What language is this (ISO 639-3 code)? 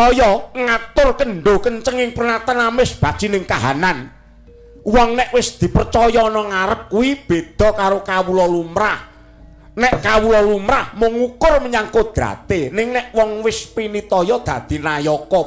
jav